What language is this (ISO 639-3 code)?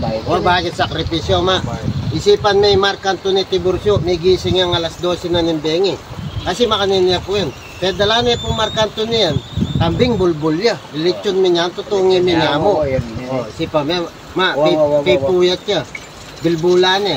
pam